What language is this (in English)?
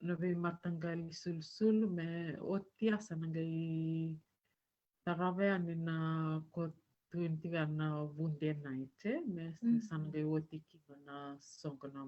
Fijian